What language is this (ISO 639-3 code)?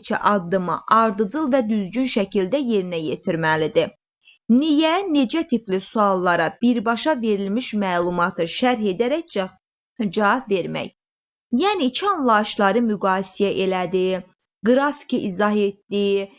aze